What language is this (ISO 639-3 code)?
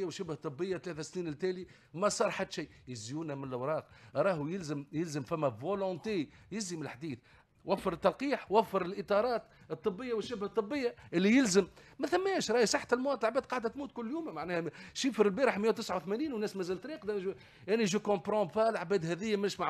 aeb